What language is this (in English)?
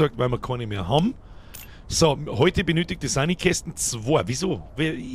Bavarian